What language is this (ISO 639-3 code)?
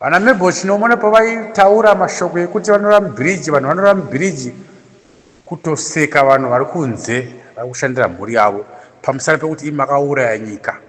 sna